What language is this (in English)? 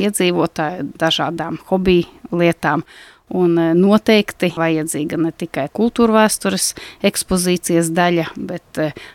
Latvian